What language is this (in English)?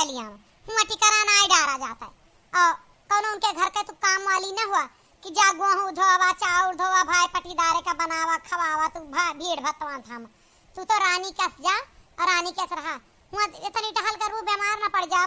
Awadhi